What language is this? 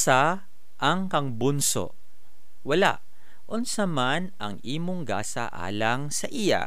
Cebuano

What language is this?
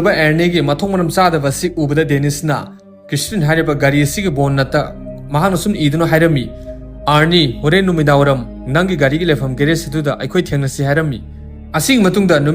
Manipuri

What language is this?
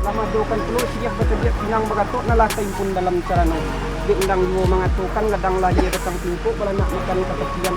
Minangkabau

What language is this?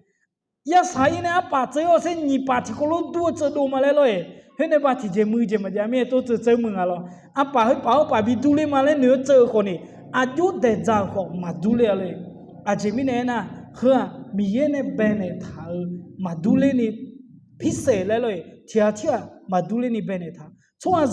Akha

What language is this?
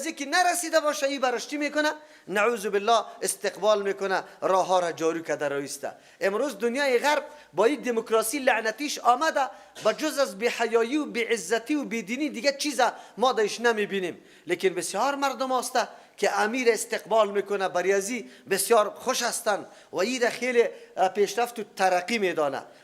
Persian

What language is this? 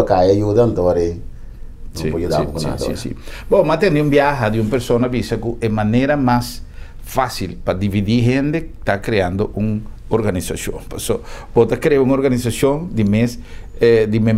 Papiamento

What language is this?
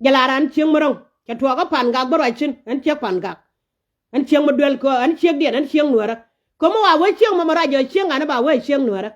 Nuer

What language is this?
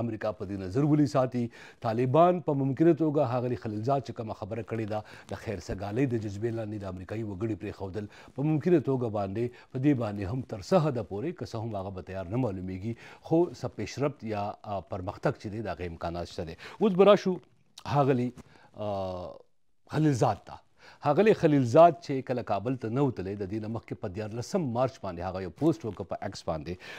Pashto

